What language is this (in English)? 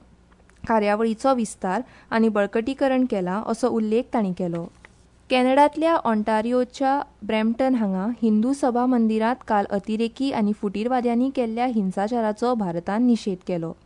Konkani